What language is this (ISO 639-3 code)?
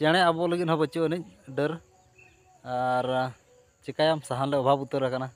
sat